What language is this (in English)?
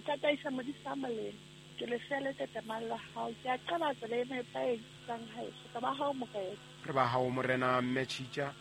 Southern Sotho